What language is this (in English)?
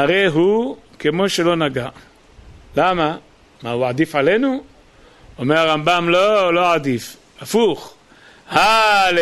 Hebrew